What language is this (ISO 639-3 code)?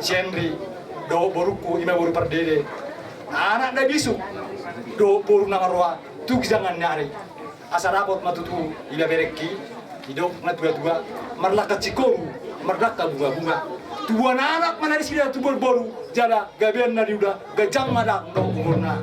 bbc